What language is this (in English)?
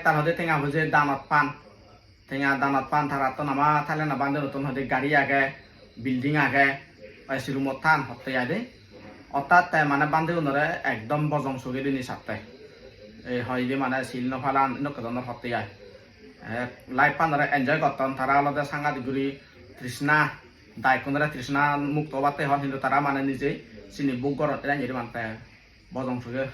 Chakma